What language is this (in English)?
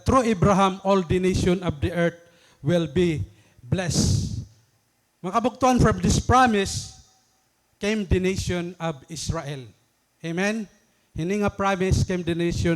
Waray